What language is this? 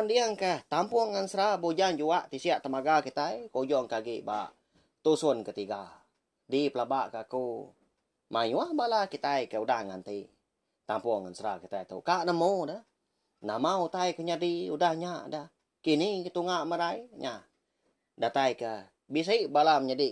Iban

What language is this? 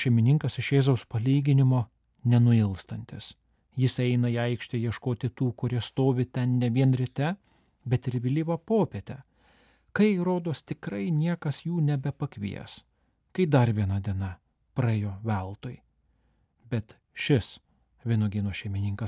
Lithuanian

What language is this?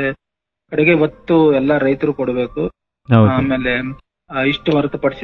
Kannada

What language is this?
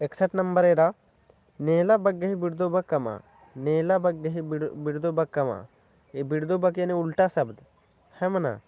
Kurukh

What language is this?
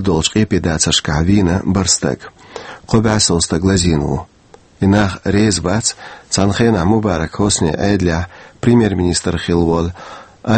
Chechen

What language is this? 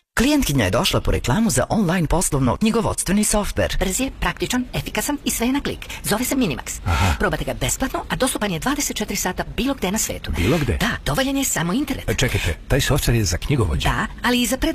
Serbian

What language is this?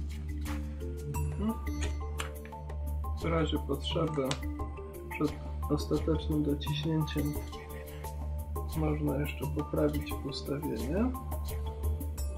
Polish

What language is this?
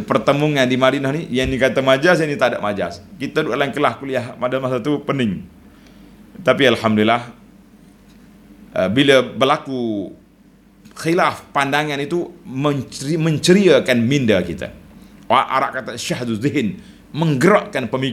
Malay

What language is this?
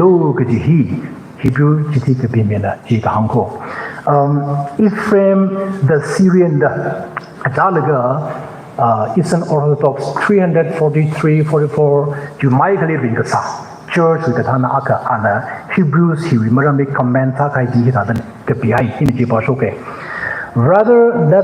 Tangkhul Naga (India)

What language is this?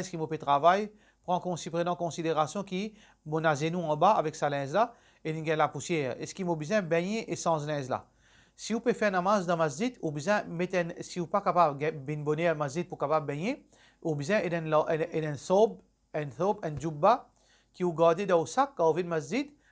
Morisyen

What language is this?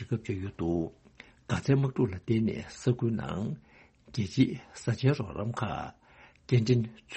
Tibetan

